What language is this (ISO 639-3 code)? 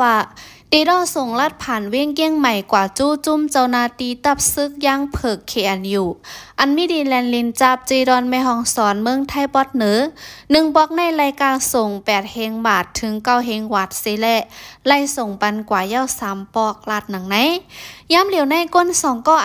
shn